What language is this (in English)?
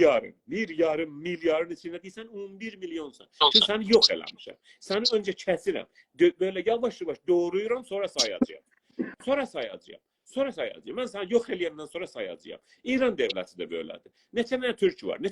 South Azerbaijani